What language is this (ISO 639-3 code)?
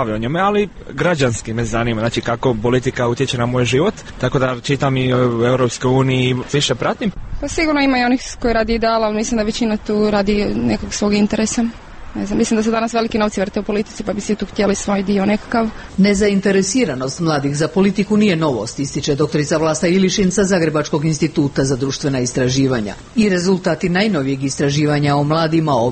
hrv